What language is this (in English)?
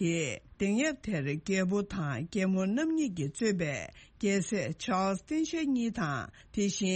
Tibetan